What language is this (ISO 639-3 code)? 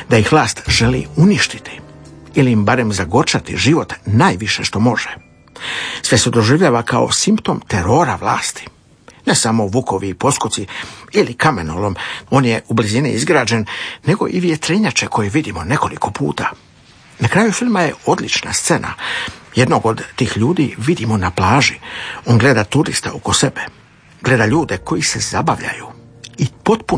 hrv